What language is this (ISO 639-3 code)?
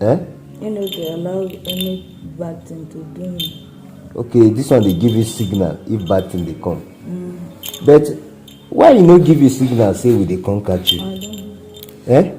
pcm